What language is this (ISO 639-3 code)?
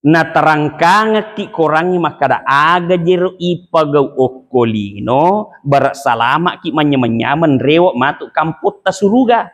bug